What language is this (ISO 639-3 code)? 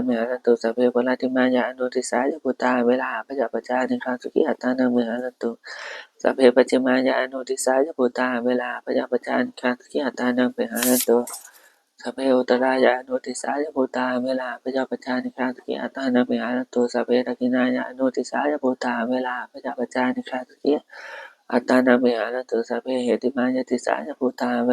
pli